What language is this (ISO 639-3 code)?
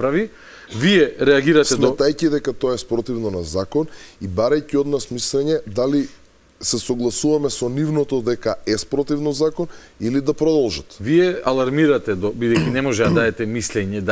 mkd